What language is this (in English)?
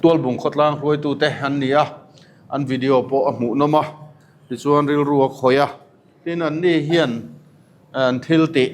Mizo